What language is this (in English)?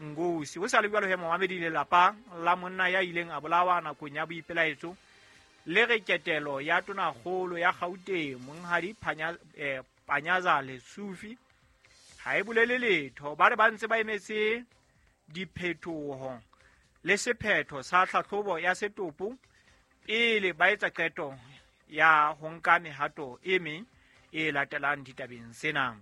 Southern Sotho